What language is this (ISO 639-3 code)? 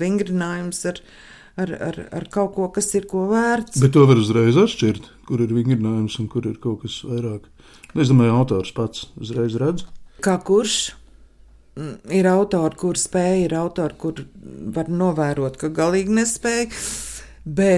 lav